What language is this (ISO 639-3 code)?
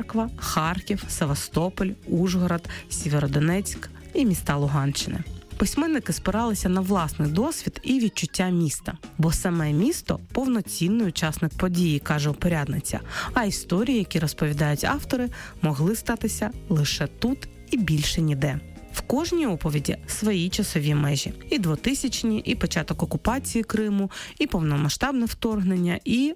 ukr